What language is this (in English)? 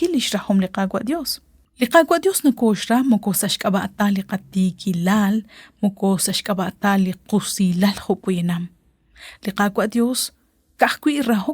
Kekchí